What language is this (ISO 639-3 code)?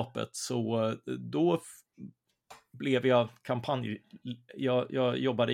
swe